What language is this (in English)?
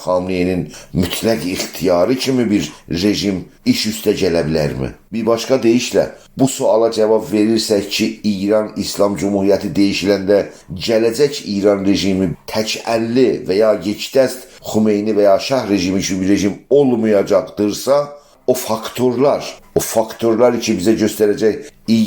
South Azerbaijani